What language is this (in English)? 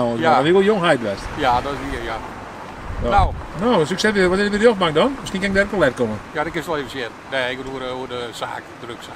Western Frisian